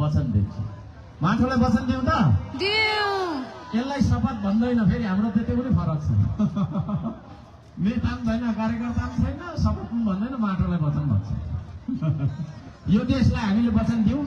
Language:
Nepali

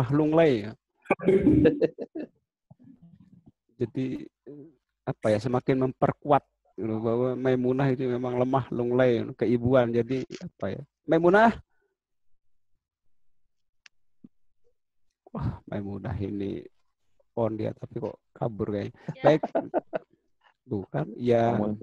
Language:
Indonesian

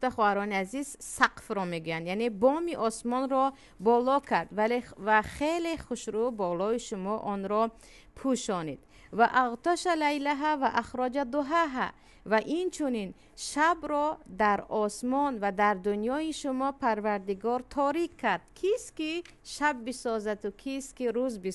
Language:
Tajik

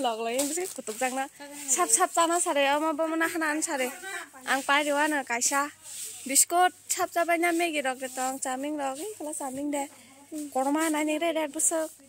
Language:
Kok Borok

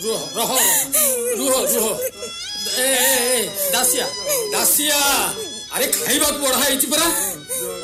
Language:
Odia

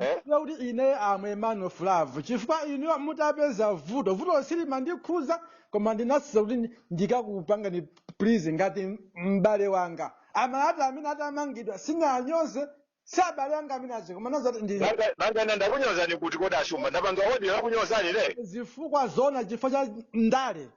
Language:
Nyanja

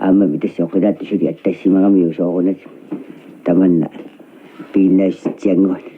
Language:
Kalaallisut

